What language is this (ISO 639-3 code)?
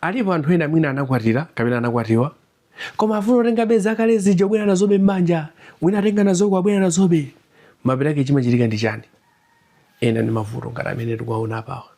nya